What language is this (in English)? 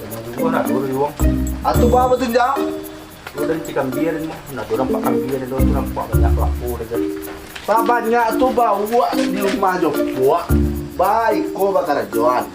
Minangkabau